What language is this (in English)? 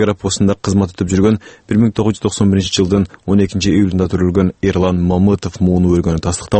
Kyrgyz